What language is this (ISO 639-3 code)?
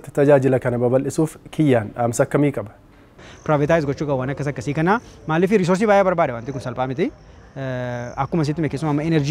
orm